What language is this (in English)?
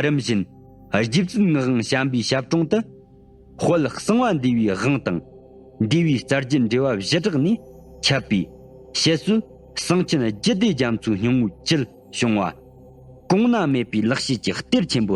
Tibetan